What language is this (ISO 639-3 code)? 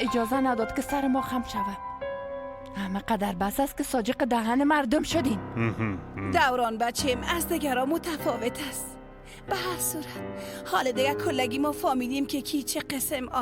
fas